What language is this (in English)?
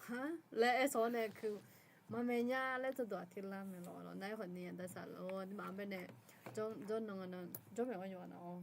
Akha